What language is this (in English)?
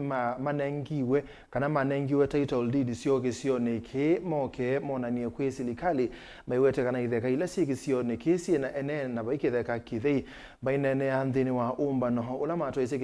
Kamba